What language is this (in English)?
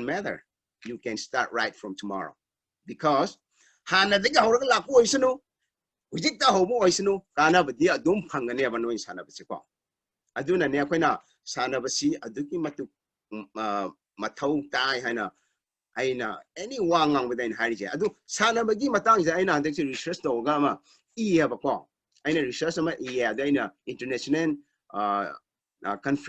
Manipuri